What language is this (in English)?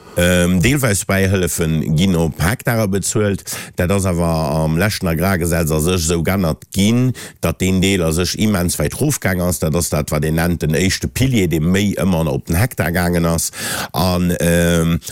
Luxembourgish